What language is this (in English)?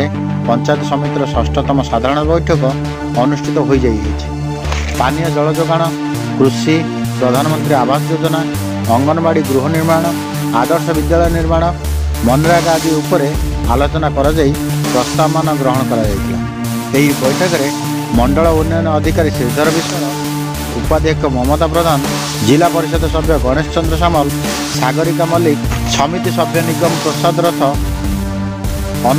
Odia